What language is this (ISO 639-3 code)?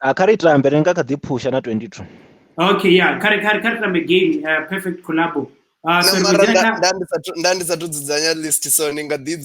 ven